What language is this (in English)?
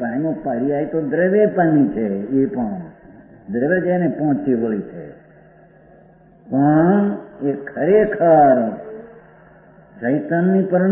Gujarati